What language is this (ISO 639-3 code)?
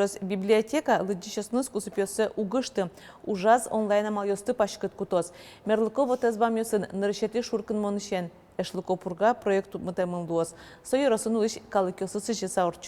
udm